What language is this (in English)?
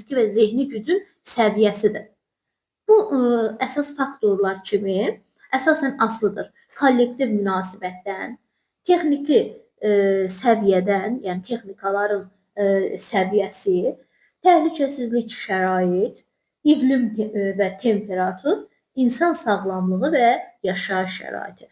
Azerbaijani